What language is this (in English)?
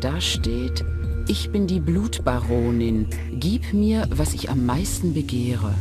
Bavarian